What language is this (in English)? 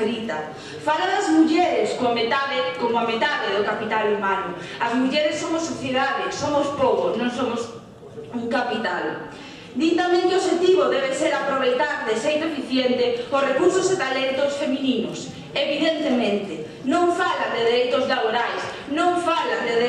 Galician